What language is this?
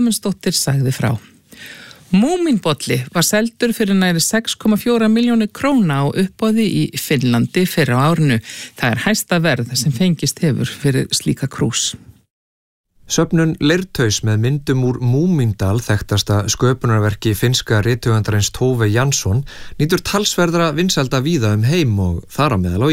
Icelandic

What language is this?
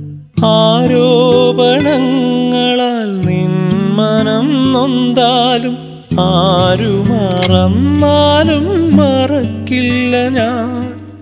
Malayalam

